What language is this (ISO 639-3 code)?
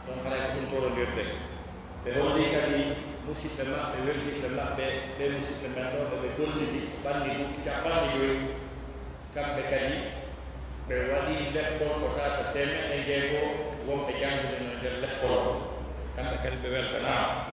fuf